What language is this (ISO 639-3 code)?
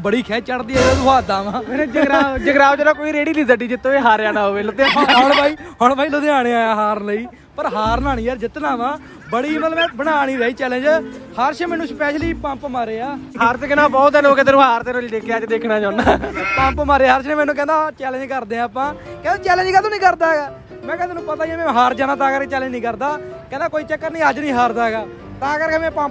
pan